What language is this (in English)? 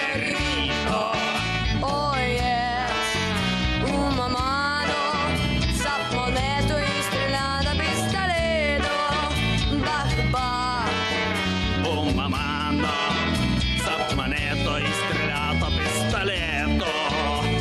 Russian